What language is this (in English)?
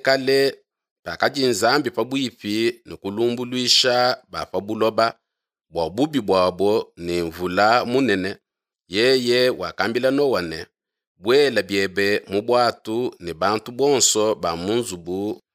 Luba-Lulua